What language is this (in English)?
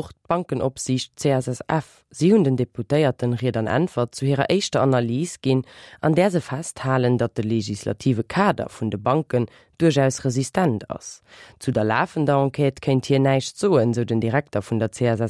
Luxembourgish